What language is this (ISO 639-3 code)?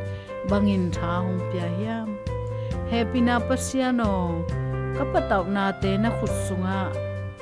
ctd